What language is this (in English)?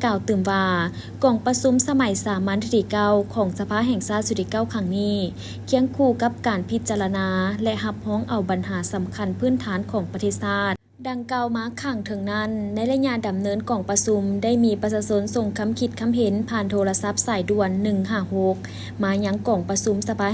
Lao